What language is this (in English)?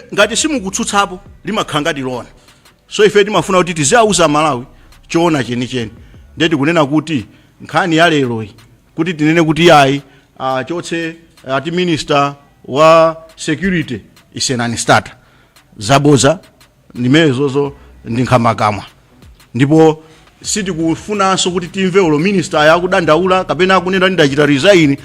Nyanja